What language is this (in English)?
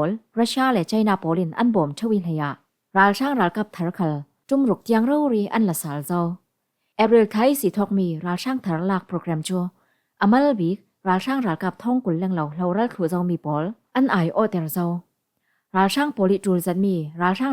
Falam Chin